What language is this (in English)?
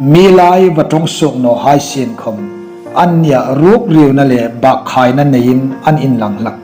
Hmar